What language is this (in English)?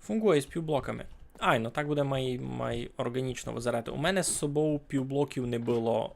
Rusyn